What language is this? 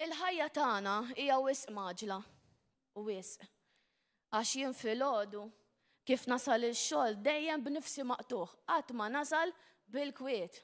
Maltese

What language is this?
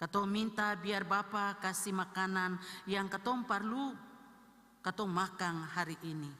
Ambonese Malay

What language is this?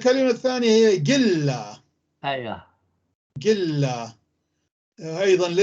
North Levantine Arabic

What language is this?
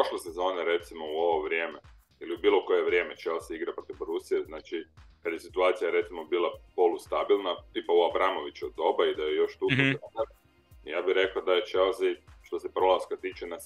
Croatian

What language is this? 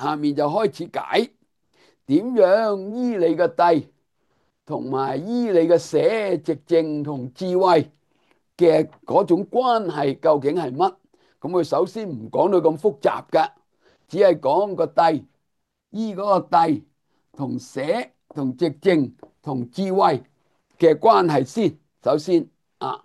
Cantonese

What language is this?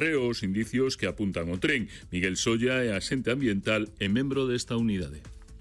Galician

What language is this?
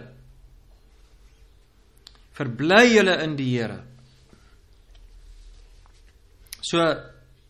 Afrikaans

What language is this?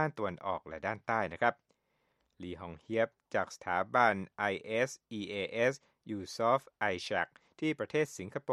Thai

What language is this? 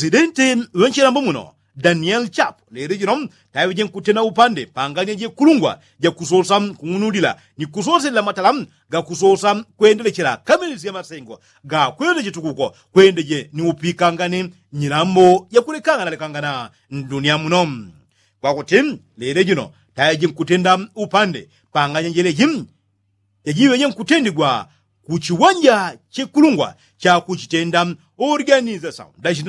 Yao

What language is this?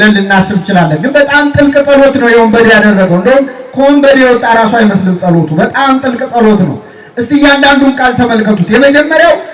Amharic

